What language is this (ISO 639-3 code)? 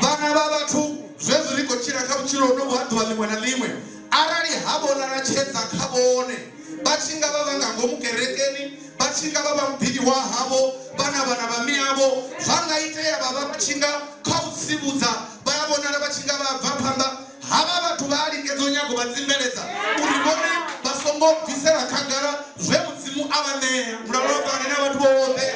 ven